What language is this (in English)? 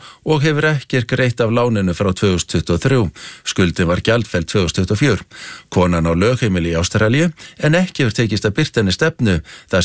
Icelandic